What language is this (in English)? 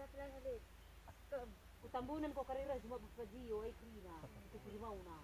Batak Karo